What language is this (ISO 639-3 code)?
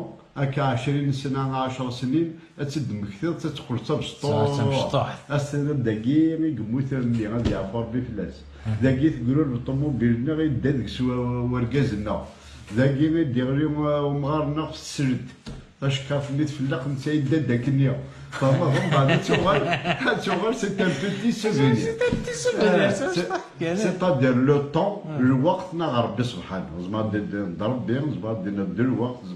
kab